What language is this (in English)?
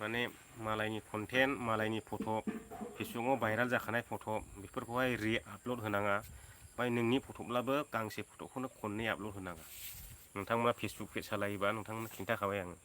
Bodo